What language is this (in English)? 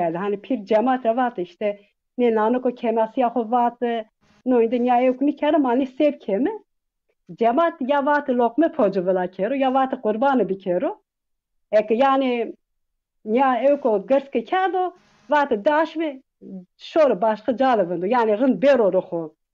Zaza